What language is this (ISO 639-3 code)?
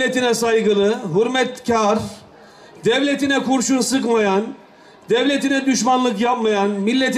tur